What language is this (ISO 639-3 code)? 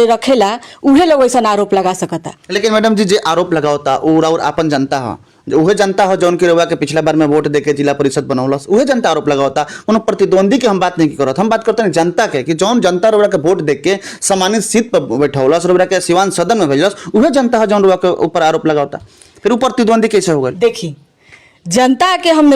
bho